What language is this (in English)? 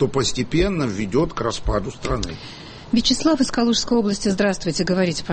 Russian